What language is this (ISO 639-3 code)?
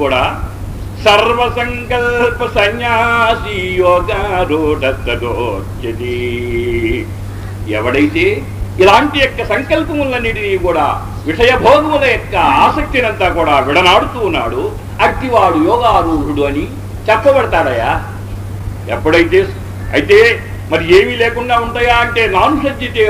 tel